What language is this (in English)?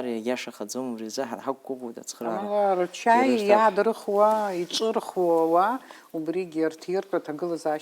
Abkhazian